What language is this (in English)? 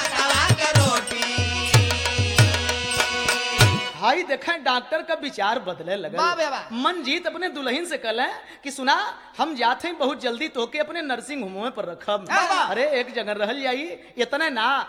Bhojpuri